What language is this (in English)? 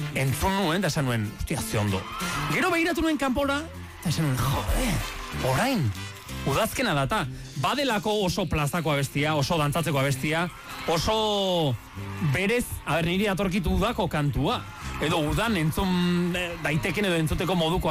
Basque